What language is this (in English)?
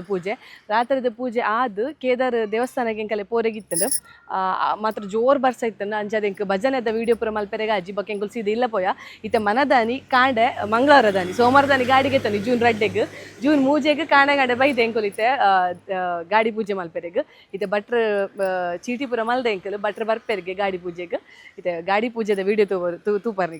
Tulu